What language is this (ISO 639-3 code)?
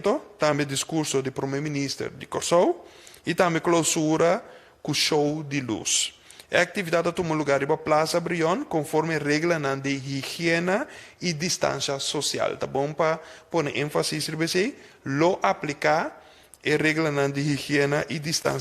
pap